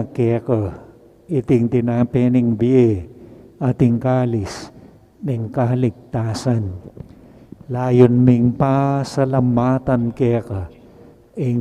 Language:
Pampanga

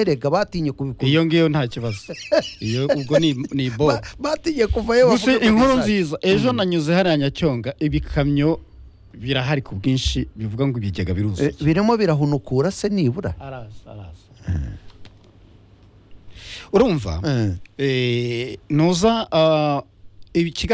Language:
Kinyarwanda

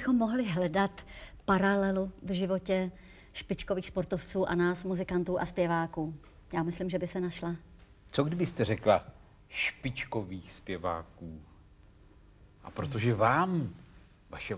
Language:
Czech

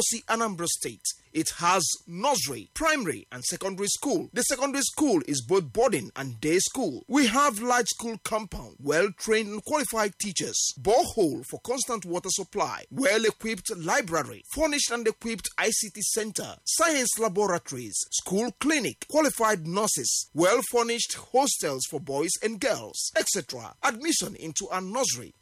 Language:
English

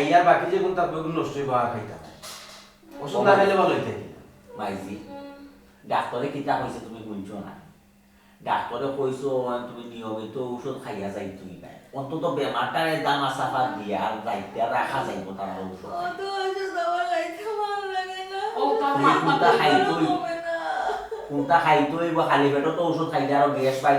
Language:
Sylheti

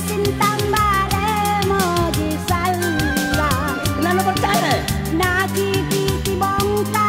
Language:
Makasar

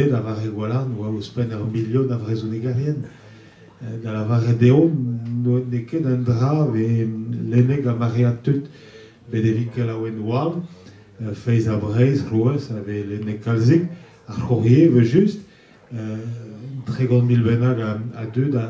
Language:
Breton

